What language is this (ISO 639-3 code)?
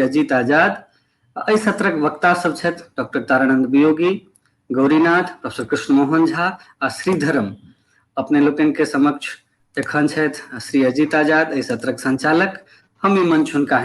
mai